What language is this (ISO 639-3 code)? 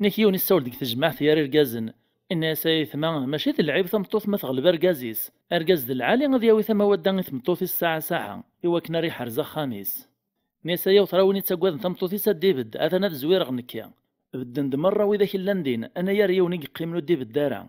kab